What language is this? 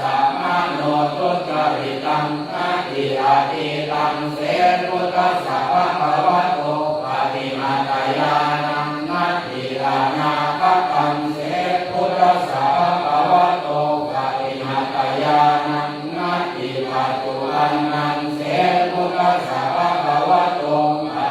Pali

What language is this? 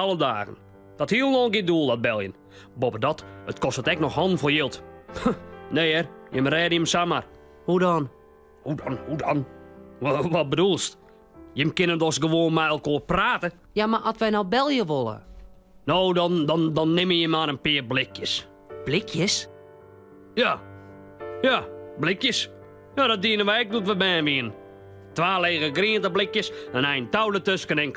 Western Frisian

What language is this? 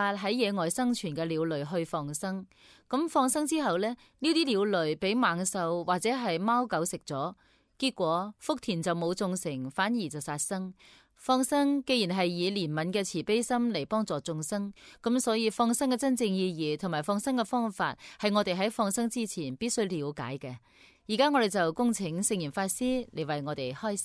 Cantonese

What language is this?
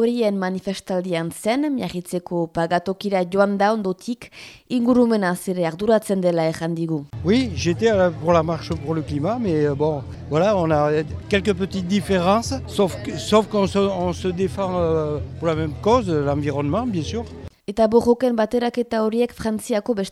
Basque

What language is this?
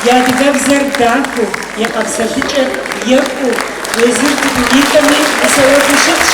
Kabardian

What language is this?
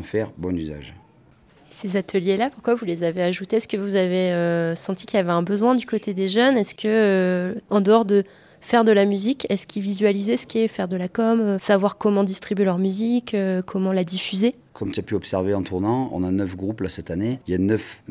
French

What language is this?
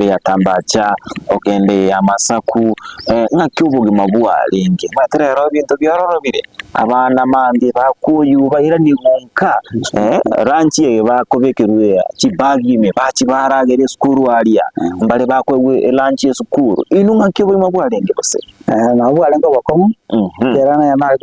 Gusii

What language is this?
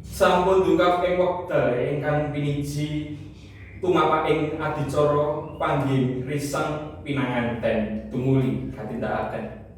Javanese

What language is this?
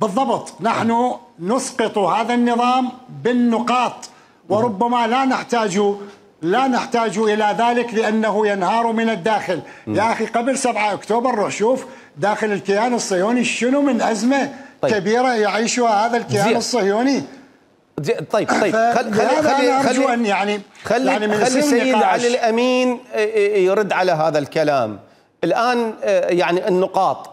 Mesopotamian Arabic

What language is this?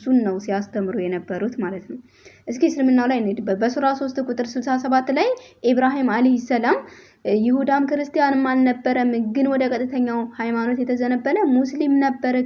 Amharic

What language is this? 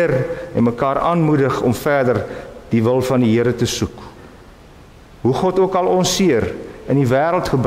Afrikaans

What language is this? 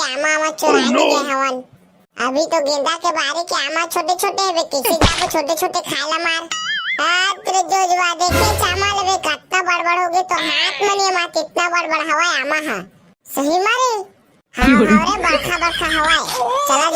Chhattisgarhi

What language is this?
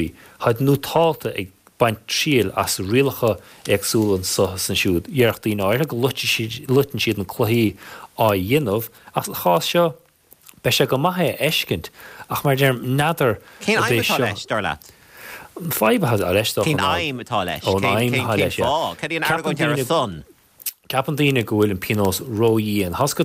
Irish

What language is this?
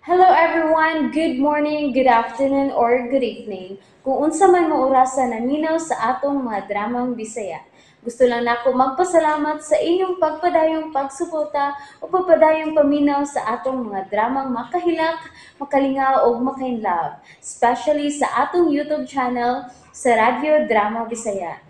Cebuano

